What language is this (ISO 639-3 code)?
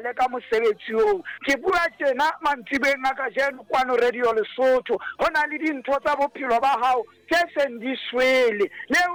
sot